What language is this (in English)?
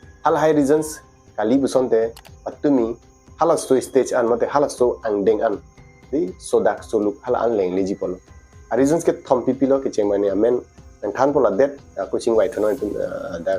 Karbi